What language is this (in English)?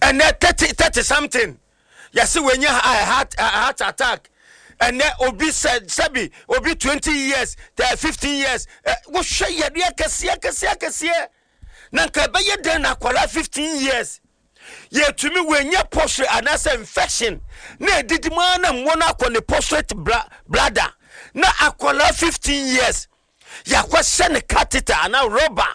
Akan